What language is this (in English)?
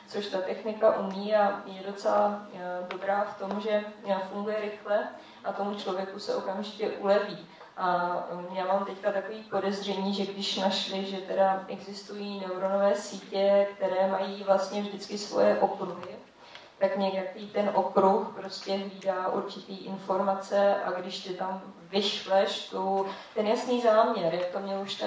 Czech